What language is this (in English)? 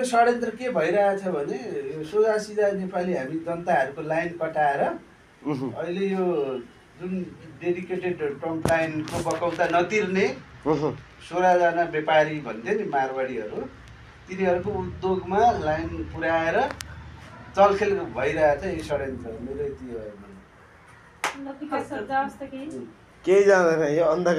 Nepali